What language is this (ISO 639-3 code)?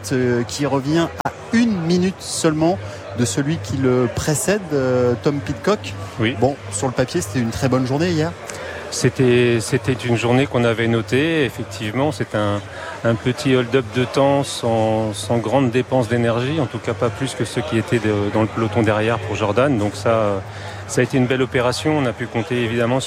fra